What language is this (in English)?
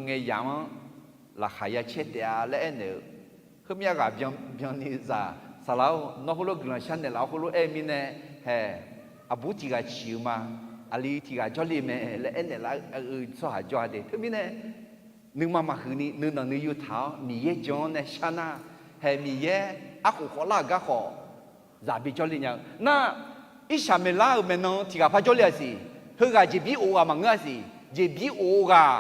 Akha